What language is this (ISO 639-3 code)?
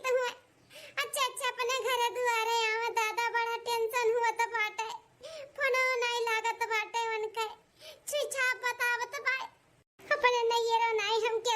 awa